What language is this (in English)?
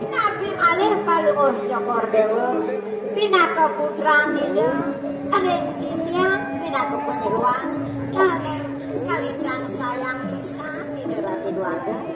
Balinese